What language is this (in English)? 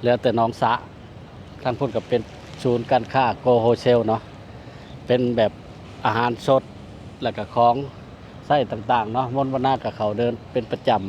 Lao